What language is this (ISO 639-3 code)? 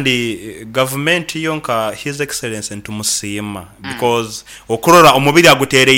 nyn